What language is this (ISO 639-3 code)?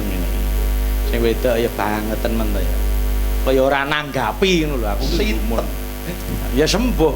jav